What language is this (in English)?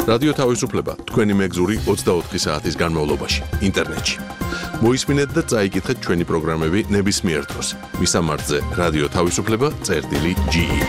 Georgian